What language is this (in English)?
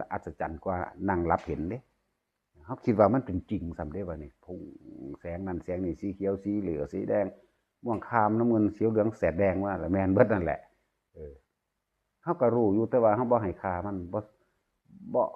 Northeastern Thai